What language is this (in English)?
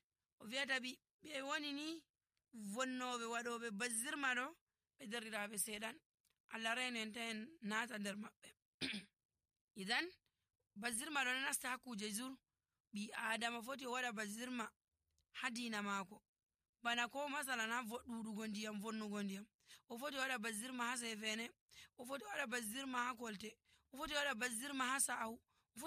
Nigerian Fulfulde